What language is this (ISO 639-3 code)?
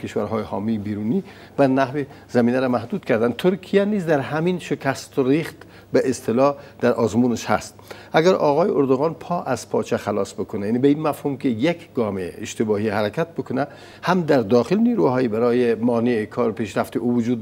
fas